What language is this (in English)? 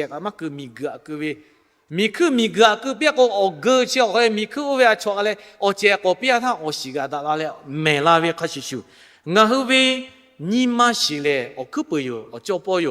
Lahu